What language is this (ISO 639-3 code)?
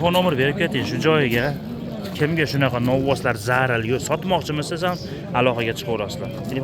uzb